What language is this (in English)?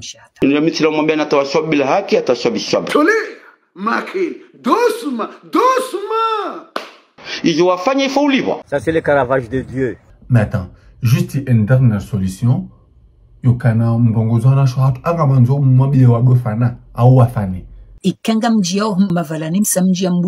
Ngazidja Comorian